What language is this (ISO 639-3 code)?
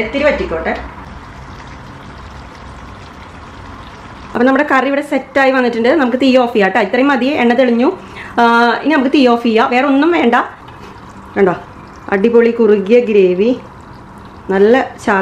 mal